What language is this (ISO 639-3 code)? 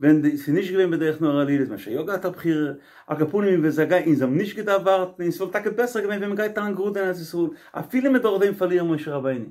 yid